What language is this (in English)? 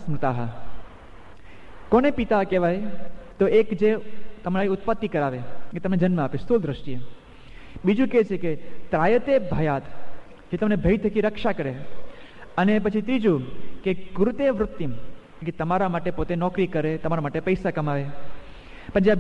Gujarati